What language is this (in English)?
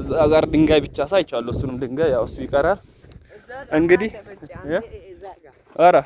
Amharic